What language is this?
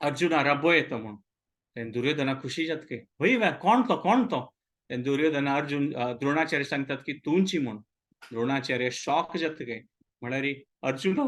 Konkani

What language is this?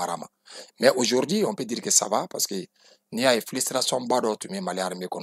Bambara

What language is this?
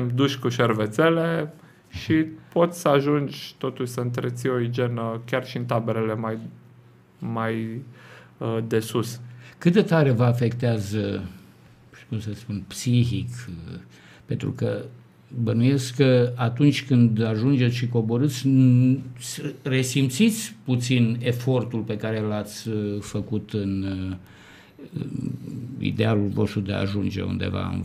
Romanian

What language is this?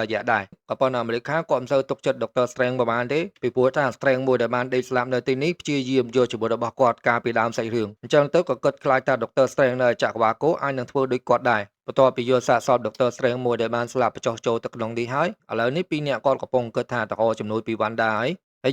Khmer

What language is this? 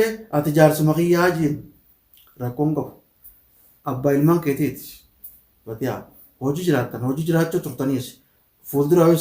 Oromo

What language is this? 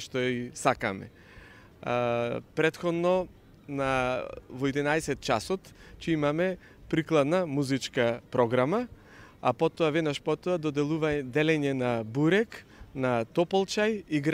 Macedonian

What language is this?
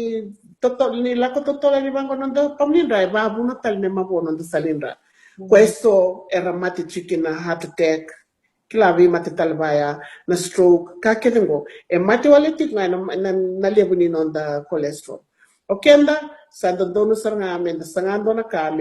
Fijian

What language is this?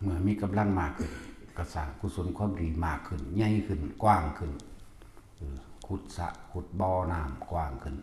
Lao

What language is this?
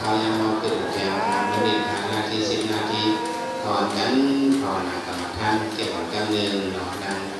Shan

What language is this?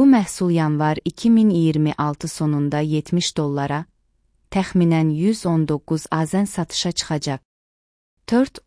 Azerbaijani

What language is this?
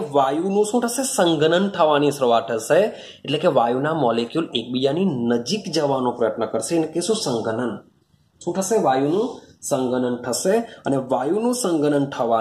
Gujarati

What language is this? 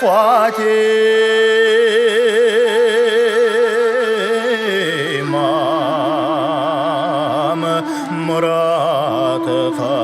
Bashkir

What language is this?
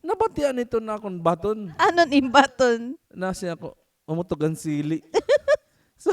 Waray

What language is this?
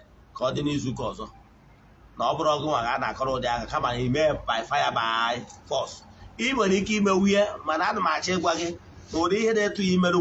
Igbo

